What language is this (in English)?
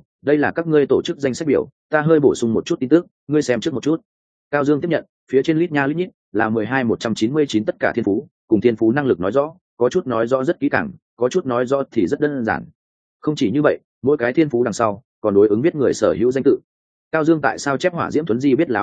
Vietnamese